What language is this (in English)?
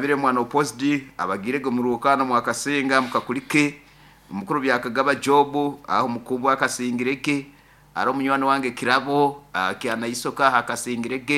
Nyoro